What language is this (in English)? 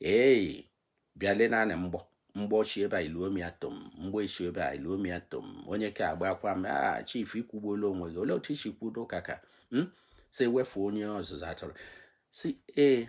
Igbo